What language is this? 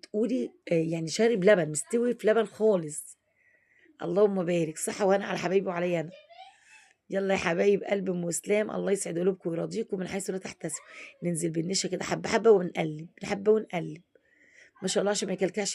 Egyptian Arabic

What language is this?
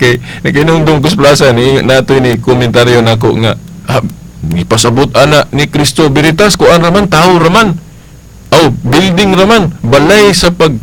Cebuano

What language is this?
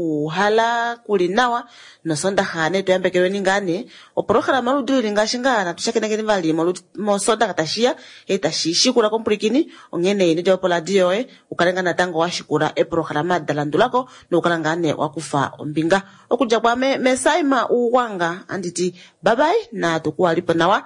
Kuanyama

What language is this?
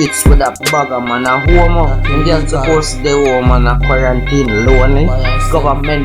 Jamaican Creole English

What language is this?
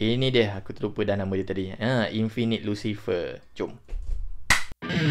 Malay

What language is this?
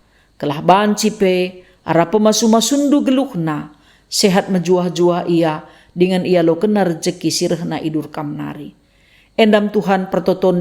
Batak Karo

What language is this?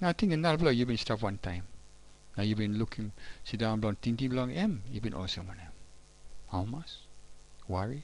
Tok Pisin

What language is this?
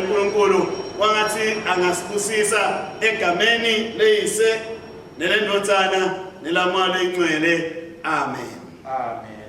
Swati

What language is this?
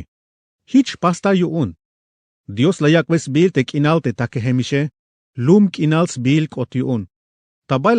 Tzeltal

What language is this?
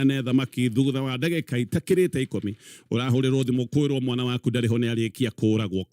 Kikuyu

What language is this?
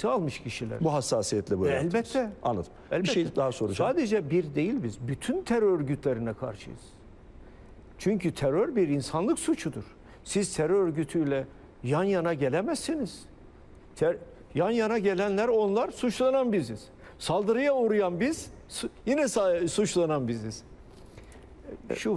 Turkish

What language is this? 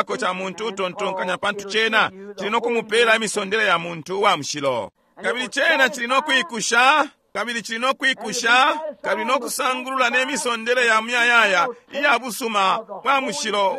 Bemba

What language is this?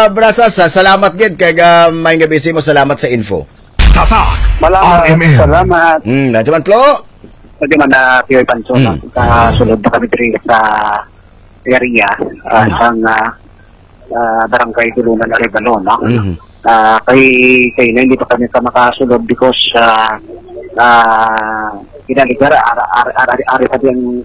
Hiligaynon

